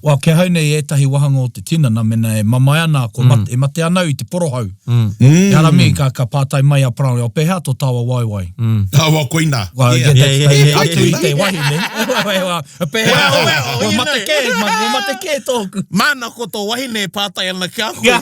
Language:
Māori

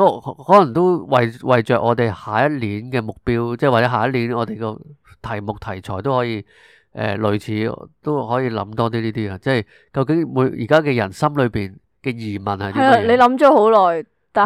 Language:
Cantonese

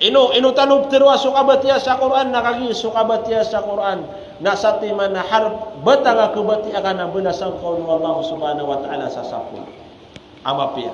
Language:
Maranao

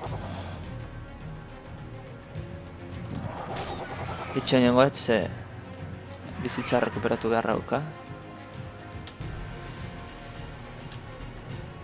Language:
Basque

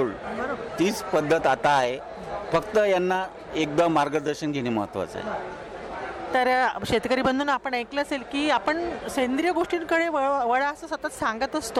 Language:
Marathi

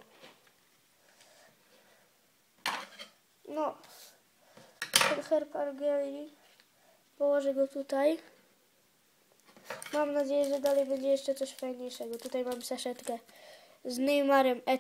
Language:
Polish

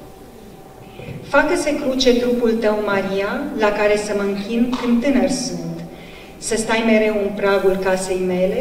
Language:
Romanian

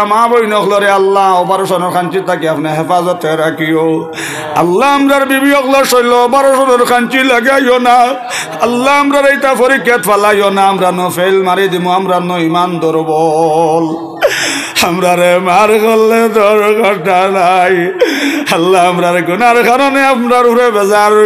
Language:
Sylheti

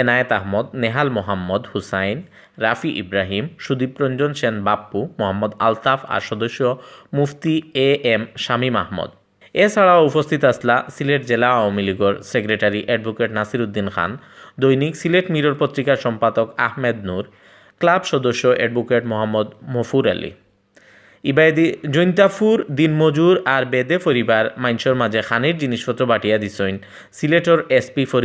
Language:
Sylheti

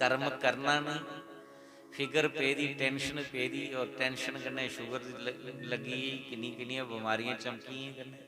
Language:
Dogri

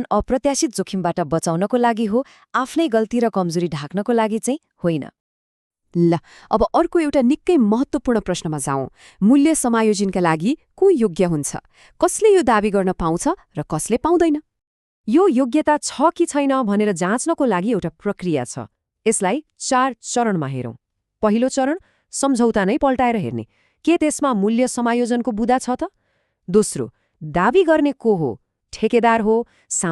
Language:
Nepali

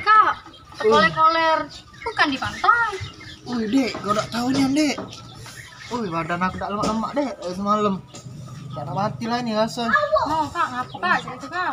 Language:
Musi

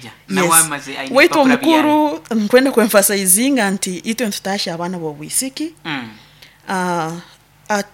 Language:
Nyoro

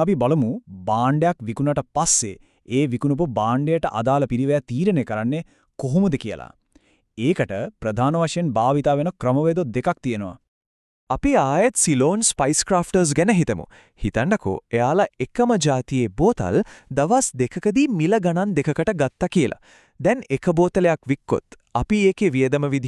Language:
Sinhala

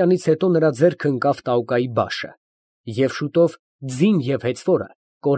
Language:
Armenian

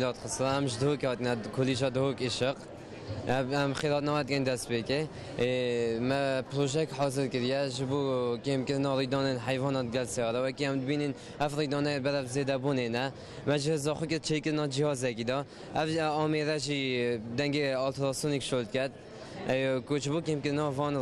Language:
Kurdish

